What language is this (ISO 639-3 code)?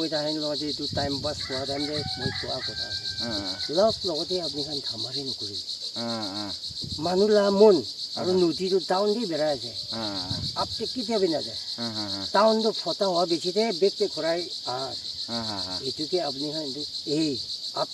nag